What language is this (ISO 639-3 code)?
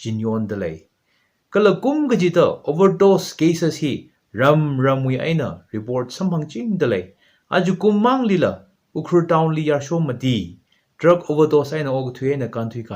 nmf